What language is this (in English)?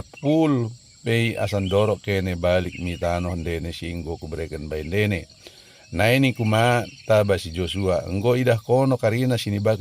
Batak Dairi